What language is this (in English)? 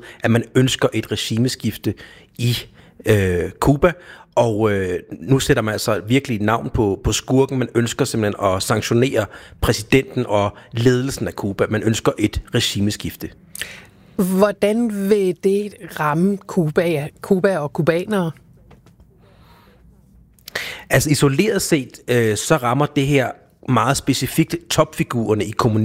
Danish